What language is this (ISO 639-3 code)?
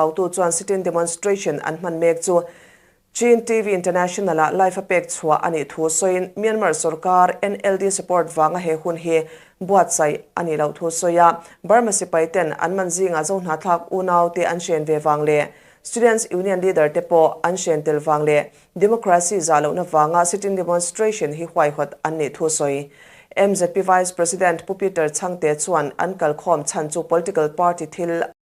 lus